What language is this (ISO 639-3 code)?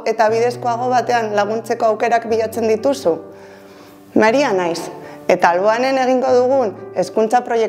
eus